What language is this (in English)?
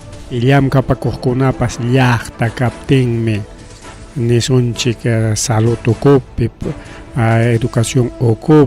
Ayacucho Quechua